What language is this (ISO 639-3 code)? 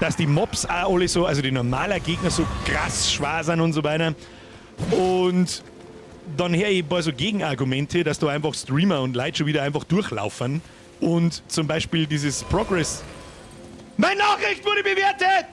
bar